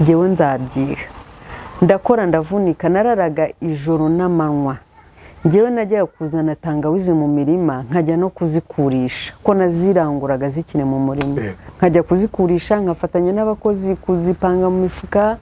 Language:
Kinyarwanda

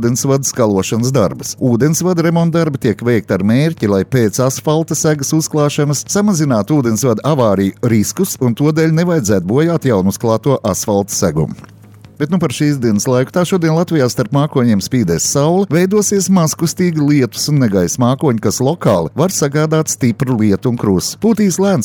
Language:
Latvian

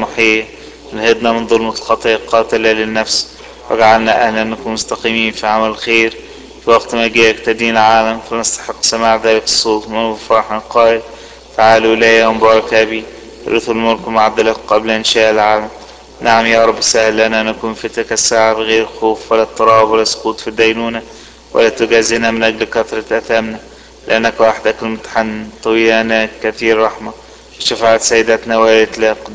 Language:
Arabic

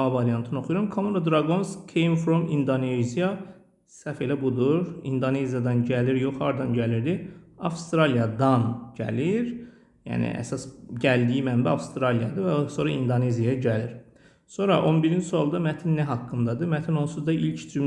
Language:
Azerbaijani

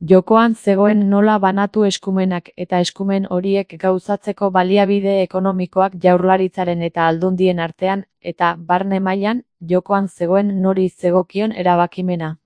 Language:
Basque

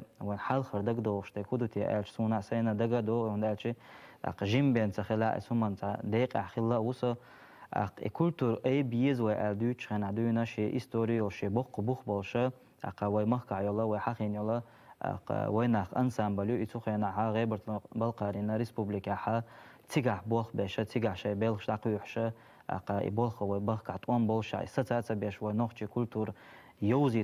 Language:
Chechen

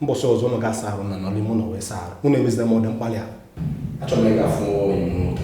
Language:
Igbo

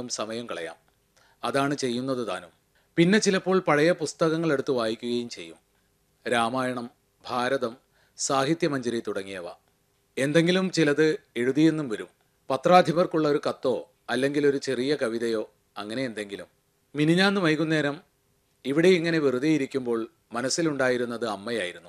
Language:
Malayalam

